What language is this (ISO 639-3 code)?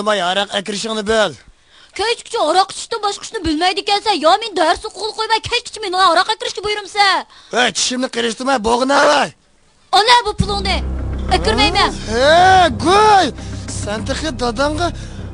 uig